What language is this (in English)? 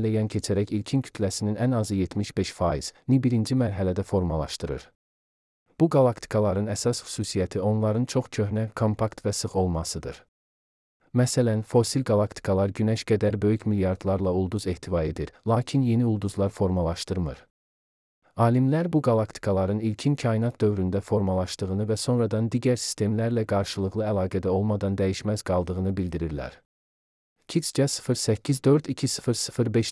Azerbaijani